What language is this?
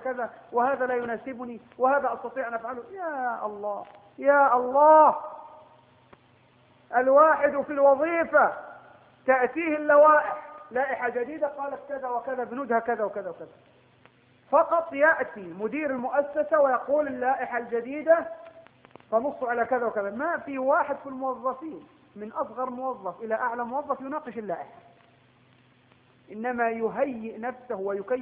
Arabic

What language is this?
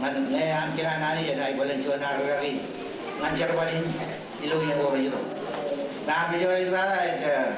Marshallese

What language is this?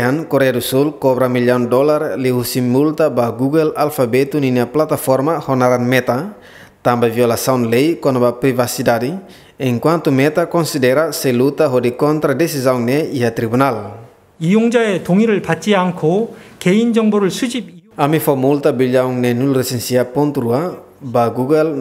Tetum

